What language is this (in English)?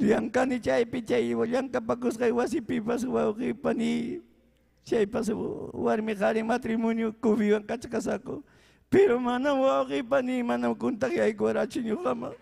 Ayacucho Quechua